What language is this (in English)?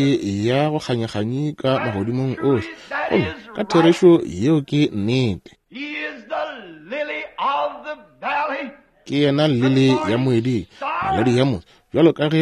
Northern Sotho